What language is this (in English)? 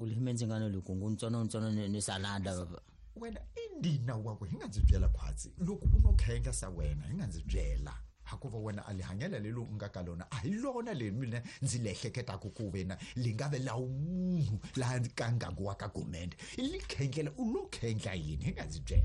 Tsonga